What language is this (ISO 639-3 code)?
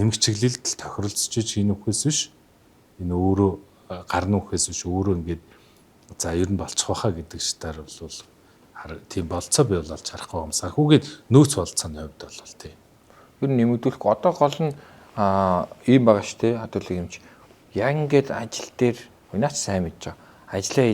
mon